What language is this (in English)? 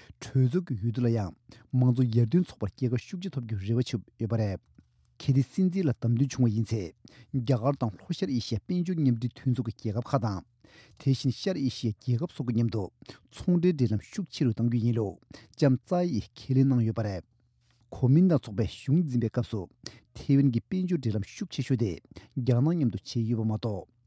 Tibetan